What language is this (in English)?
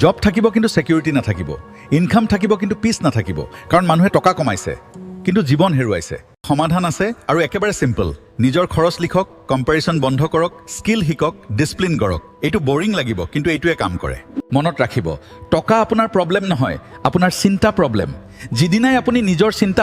Assamese